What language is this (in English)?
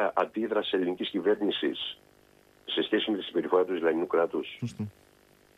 Greek